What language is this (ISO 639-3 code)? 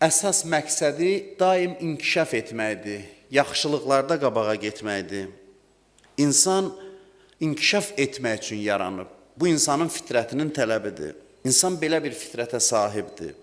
aze